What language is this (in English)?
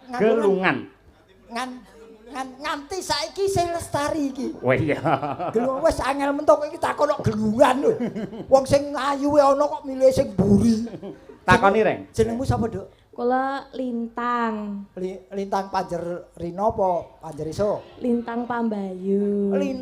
Javanese